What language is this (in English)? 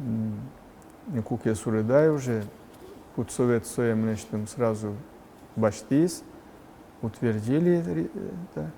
Udmurt